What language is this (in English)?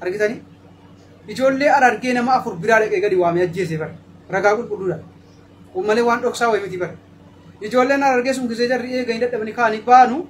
Oromo